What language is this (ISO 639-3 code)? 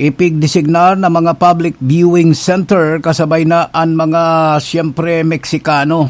bik